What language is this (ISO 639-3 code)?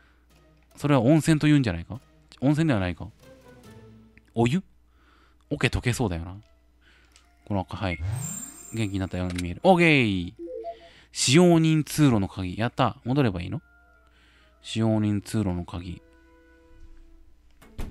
jpn